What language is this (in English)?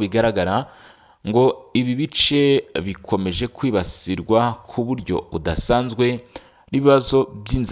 Kinyarwanda